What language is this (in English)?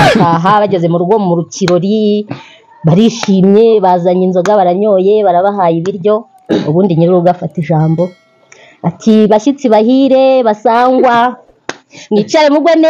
Kinyarwanda